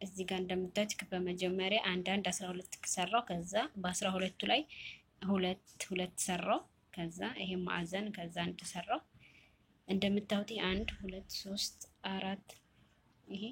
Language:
Amharic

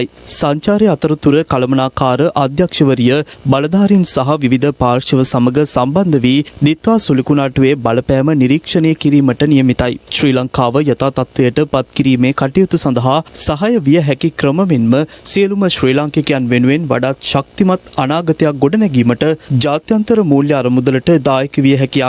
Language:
Sinhala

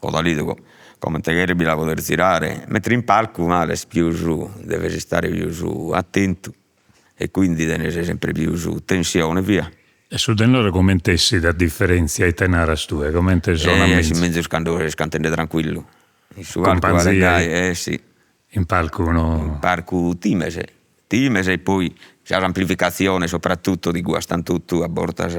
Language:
Sardinian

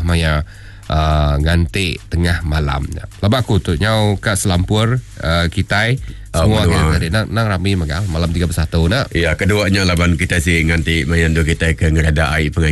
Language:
Iban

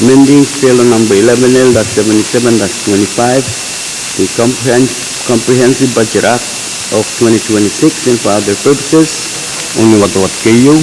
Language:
Pohnpeian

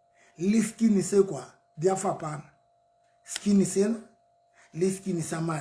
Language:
Southern Sotho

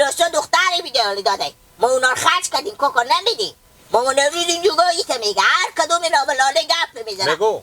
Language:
Persian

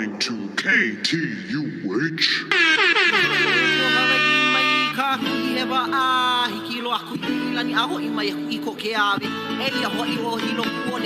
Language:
Hawaiian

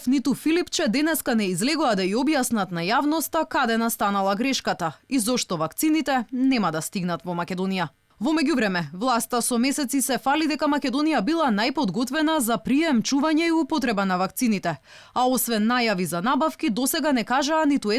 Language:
Macedonian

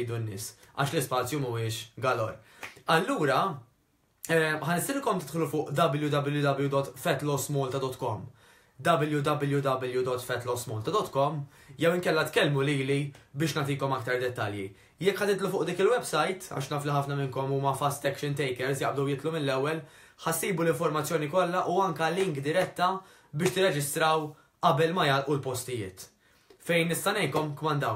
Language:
Maltese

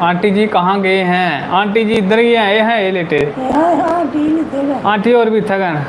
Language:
Dogri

